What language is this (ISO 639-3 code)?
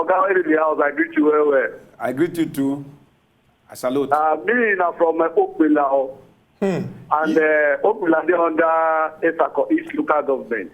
pcm